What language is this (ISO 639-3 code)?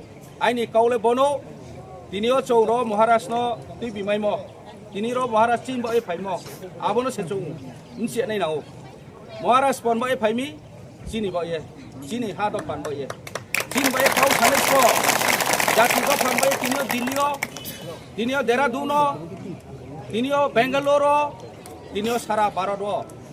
ria